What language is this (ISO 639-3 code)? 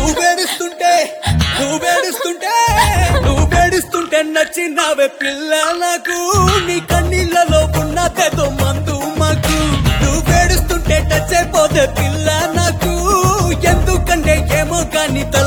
tel